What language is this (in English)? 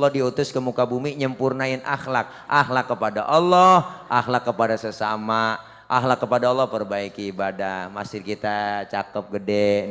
Betawi